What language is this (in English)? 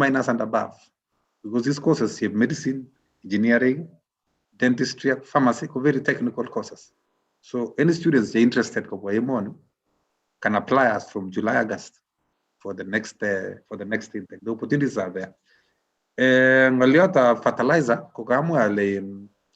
Kalenjin